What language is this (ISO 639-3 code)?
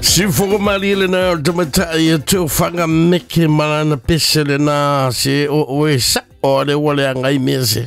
smo